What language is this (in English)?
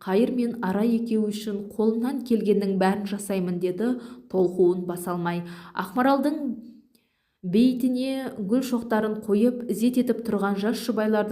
Kazakh